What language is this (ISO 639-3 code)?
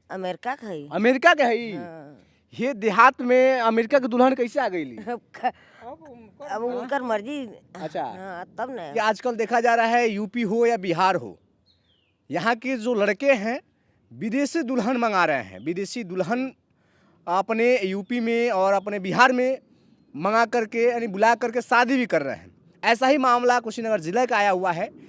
bho